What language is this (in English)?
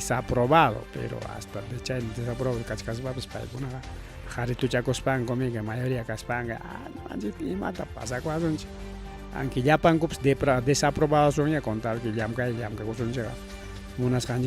Ayacucho Quechua